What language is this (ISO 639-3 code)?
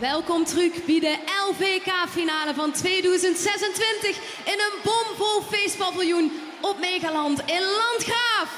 lim